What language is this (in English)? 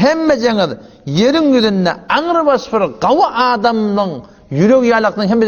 Turkmen